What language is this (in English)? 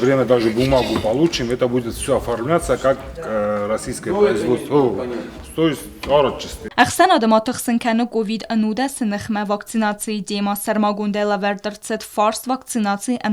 Ossetic